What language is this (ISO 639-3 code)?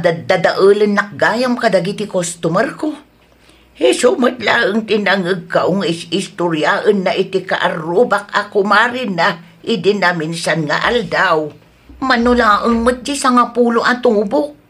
ilo